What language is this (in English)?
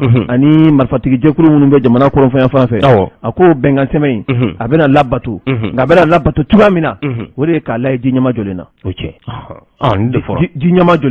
Bambara